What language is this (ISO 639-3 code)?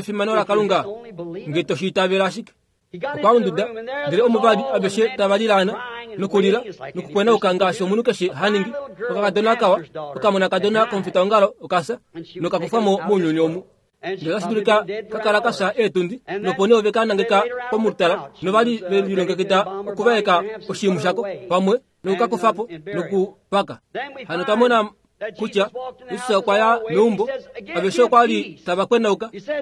kua